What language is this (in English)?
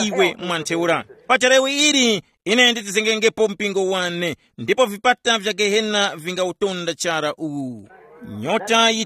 Tumbuka